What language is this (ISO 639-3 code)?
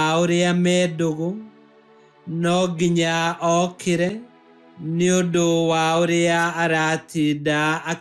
kik